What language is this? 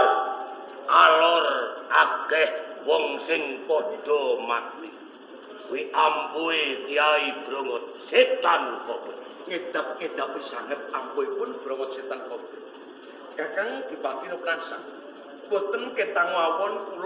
Javanese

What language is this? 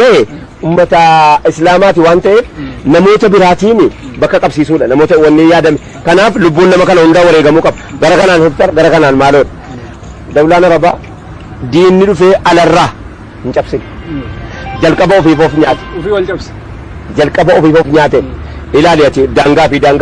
Oromo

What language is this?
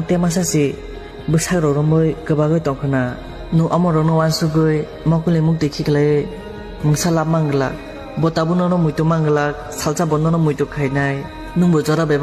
Kok Borok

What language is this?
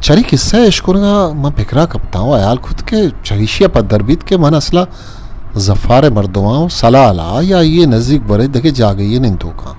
Eastern Balochi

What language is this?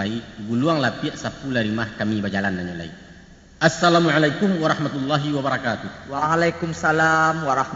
Minangkabau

